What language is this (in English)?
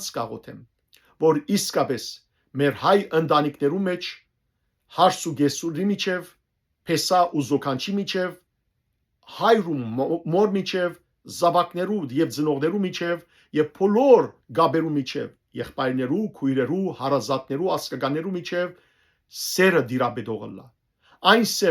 Western Armenian